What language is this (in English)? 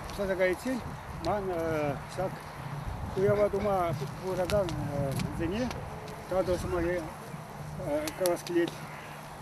Chuvash